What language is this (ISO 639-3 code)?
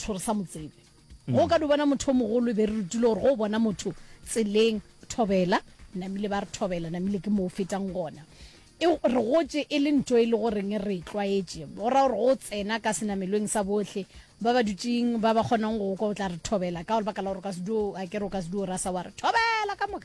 nso